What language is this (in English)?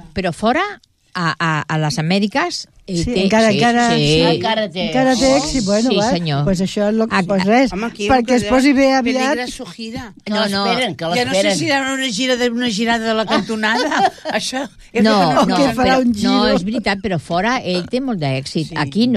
Catalan